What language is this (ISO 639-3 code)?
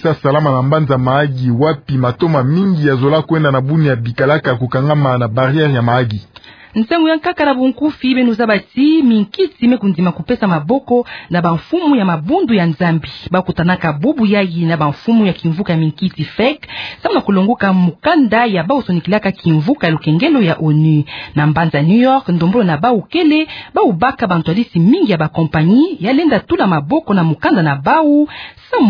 ktu